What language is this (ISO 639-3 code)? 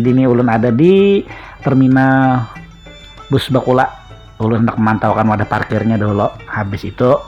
bjn